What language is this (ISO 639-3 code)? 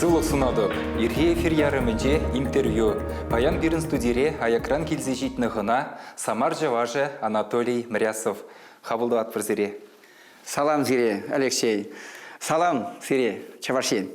chv